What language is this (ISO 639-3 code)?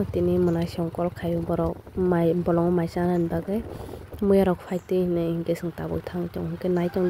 trp